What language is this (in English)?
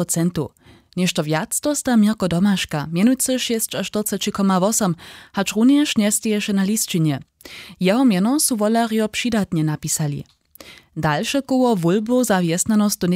Upper Sorbian